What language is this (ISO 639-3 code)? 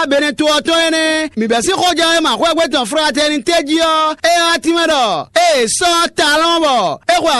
fon